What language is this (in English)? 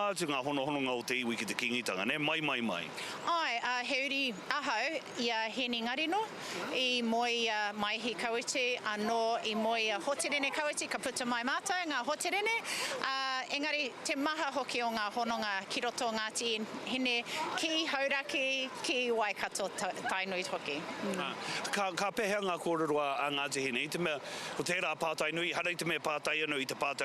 Māori